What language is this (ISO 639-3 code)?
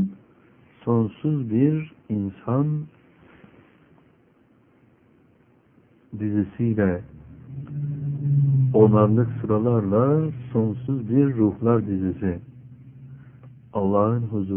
tur